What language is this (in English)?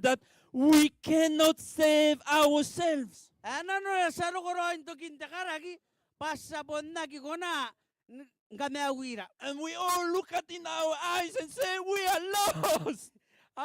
Gilbertese